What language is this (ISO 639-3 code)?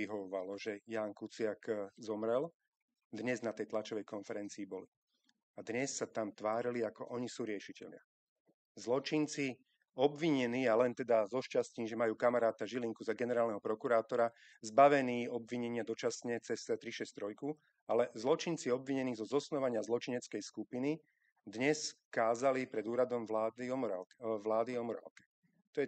slk